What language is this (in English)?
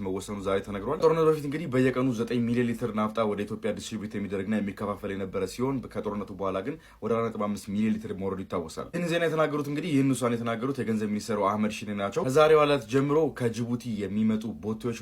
Amharic